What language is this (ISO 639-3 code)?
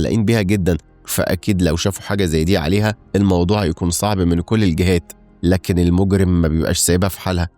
arz